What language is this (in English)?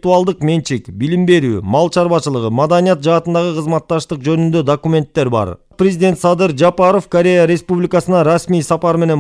Kyrgyz